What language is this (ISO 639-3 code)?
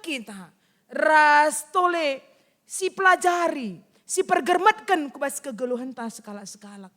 btx